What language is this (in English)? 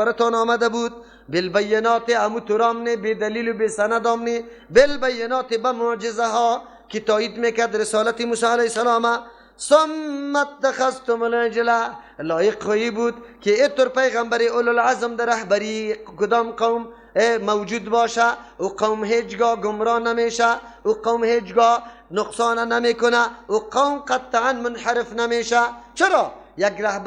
Persian